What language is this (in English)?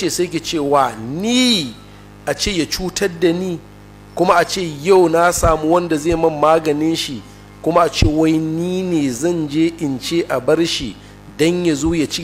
Hausa